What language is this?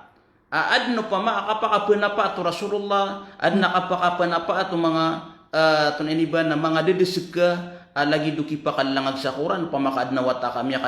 Maranao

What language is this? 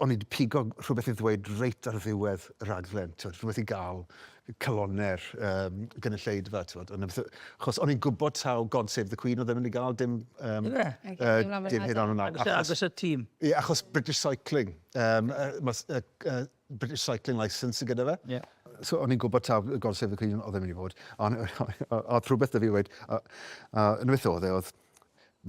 Welsh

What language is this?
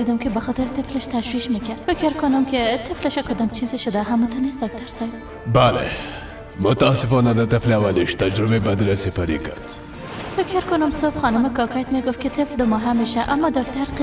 Persian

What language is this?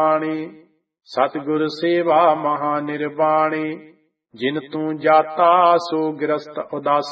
Punjabi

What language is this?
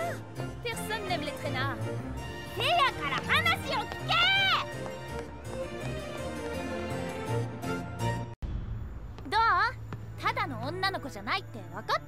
Japanese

